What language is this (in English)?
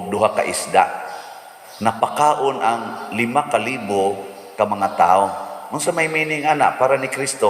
Cebuano